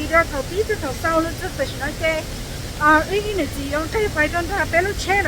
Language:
Hmong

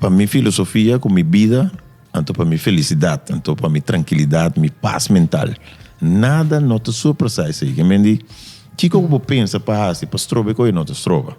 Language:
Papiamento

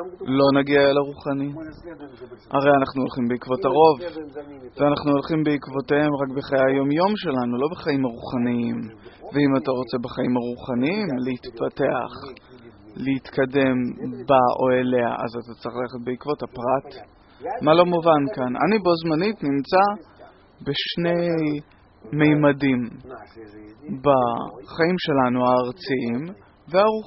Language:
Hebrew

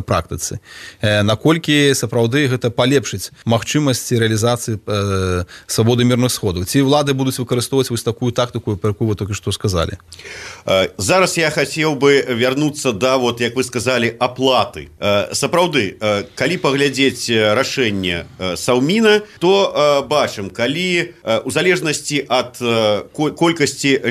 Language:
Belarusian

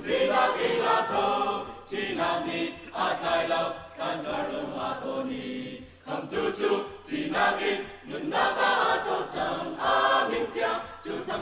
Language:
Hakha Chin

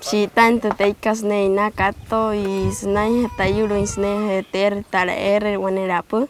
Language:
Wayuu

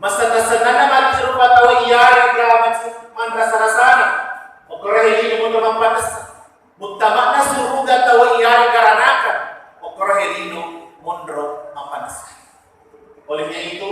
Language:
Buginese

